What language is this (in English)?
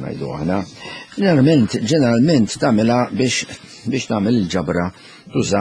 Maltese